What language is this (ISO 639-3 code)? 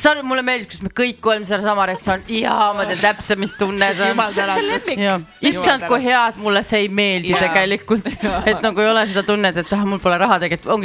est